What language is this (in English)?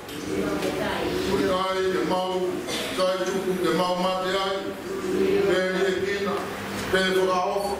Tongan